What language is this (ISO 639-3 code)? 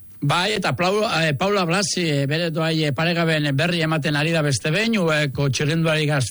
eus